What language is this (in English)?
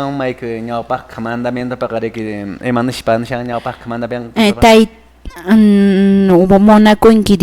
Quechua